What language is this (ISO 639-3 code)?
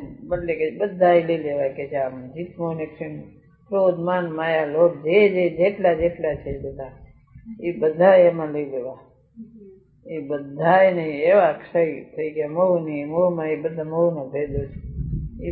guj